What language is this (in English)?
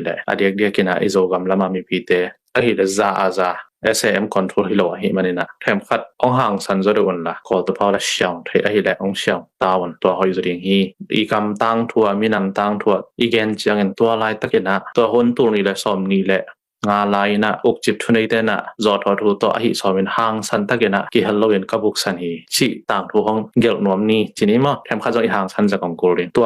Tedim Chin